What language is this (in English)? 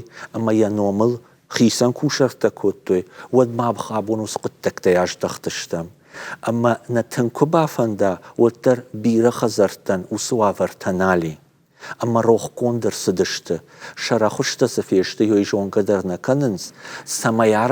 Ossetic